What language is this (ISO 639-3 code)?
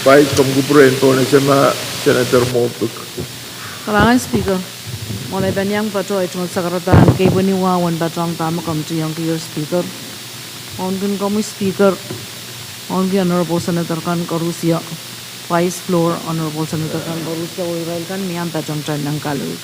pon